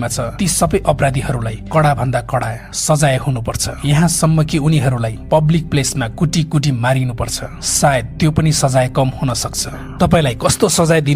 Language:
Nepali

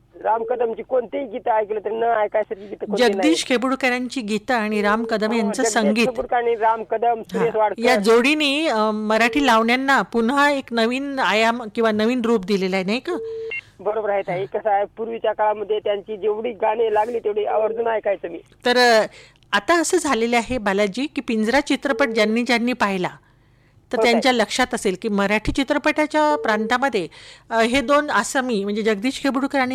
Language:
Marathi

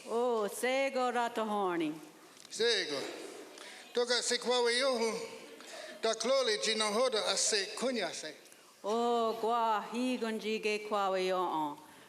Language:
Mohawk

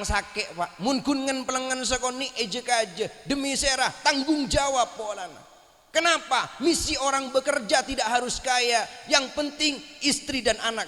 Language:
Madurese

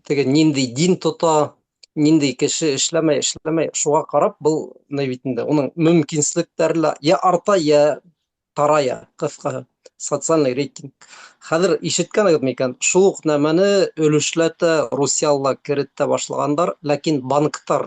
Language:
Bashkir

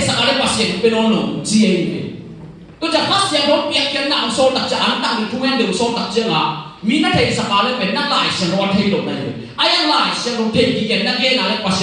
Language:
Tedim Chin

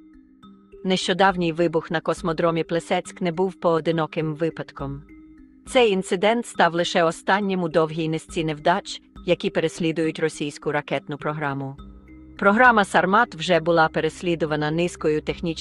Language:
Ukrainian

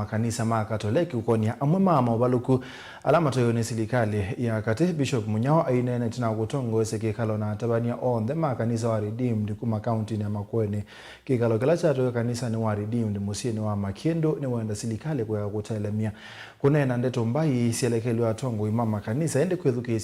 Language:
Kamba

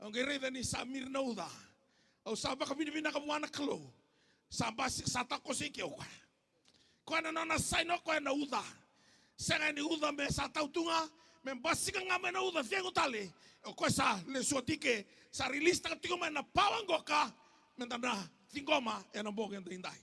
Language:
Fijian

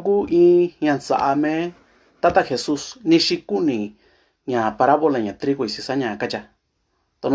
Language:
Mixtepec Mixtec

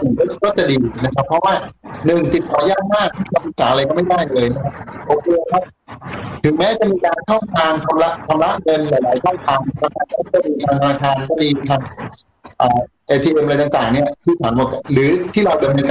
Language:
Thai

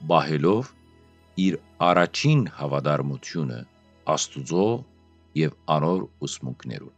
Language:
Western Armenian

